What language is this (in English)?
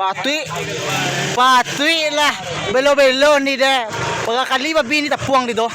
Minangkabau